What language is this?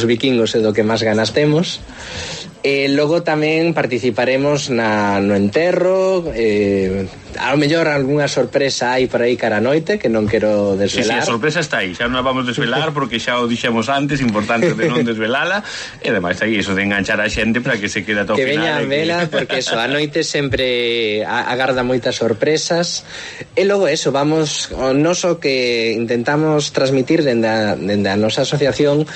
Galician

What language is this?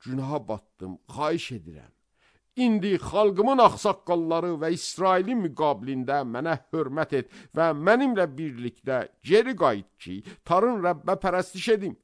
Azerbaijani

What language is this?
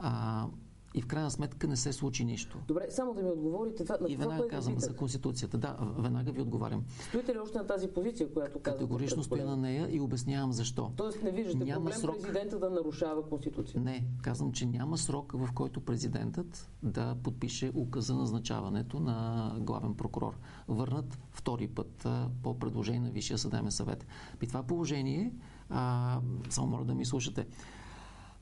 Bulgarian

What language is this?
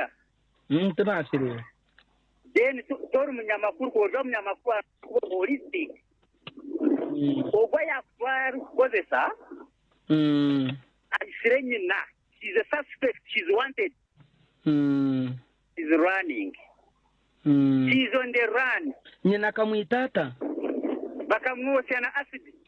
Nyankole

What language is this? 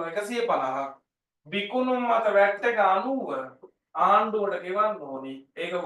Sinhala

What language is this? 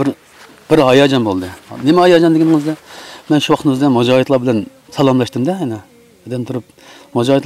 Uyghur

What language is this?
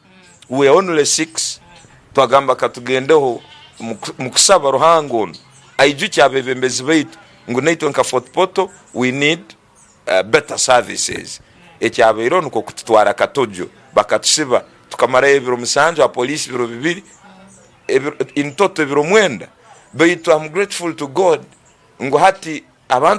Tooro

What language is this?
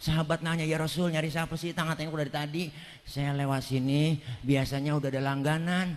Betawi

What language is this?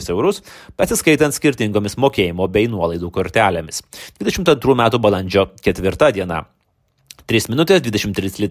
Lithuanian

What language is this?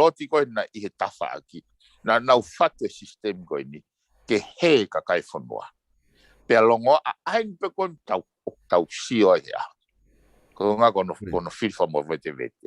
Tongan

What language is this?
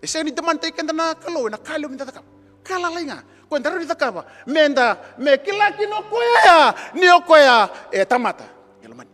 Fijian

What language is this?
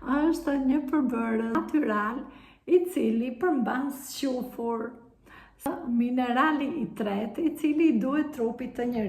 Albanian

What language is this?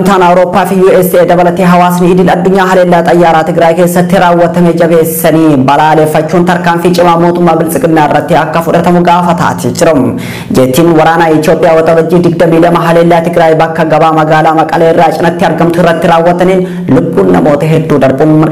Oromo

